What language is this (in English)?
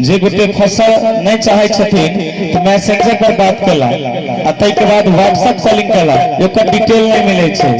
Maithili